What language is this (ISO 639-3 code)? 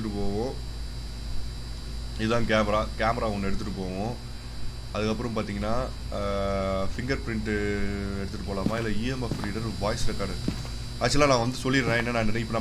tam